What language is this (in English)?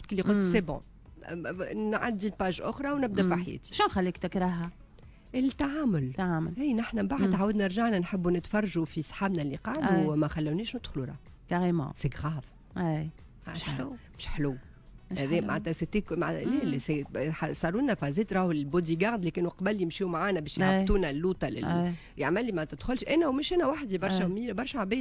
Tunisian Arabic